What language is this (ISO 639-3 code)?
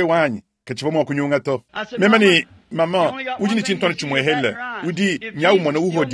lua